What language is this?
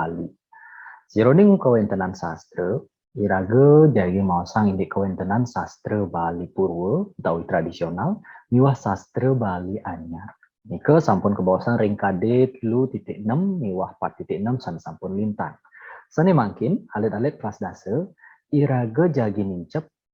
Balinese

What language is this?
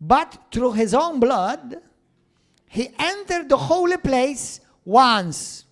English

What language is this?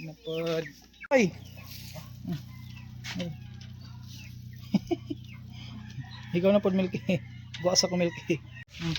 Cebuano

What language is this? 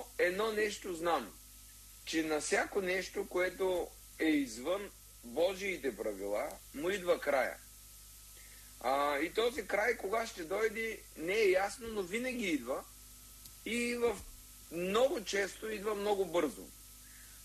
Bulgarian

